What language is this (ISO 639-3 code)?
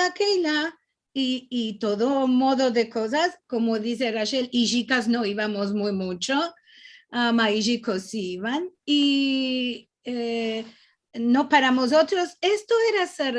lad